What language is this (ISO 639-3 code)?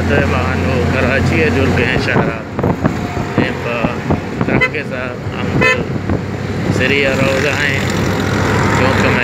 bal